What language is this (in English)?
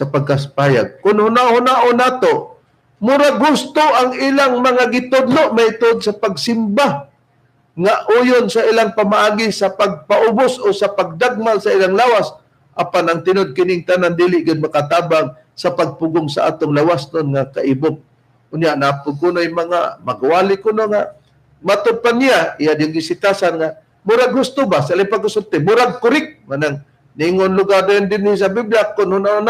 Cebuano